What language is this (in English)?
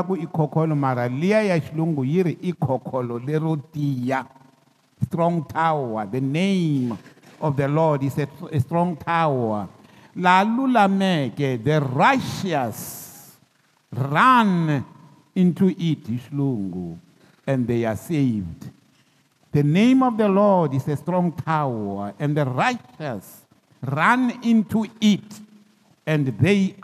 Tsonga